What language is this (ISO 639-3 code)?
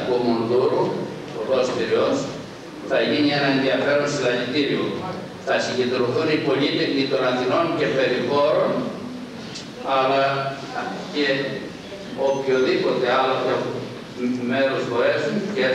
ell